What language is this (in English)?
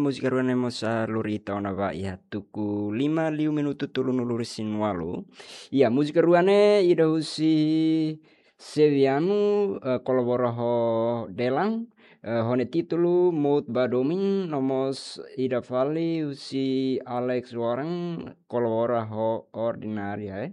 Tetum